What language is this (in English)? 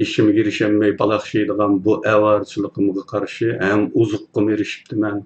Uyghur